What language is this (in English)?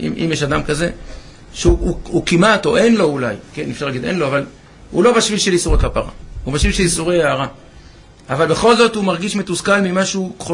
Hebrew